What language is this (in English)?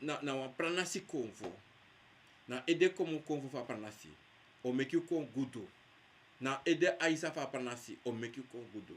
Sranan Tongo